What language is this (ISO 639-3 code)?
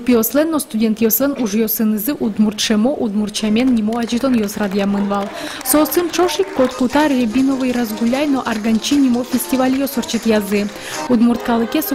udm